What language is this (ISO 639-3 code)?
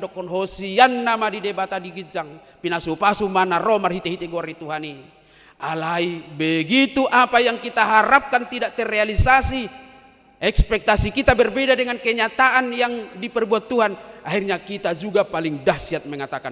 bbc